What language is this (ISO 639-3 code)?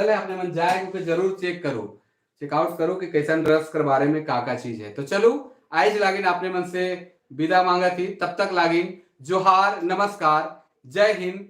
sck